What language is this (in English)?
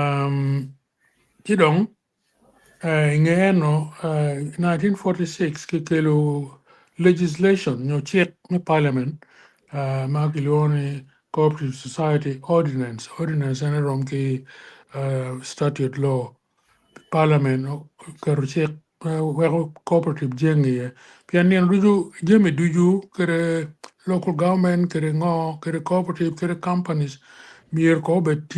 Acoli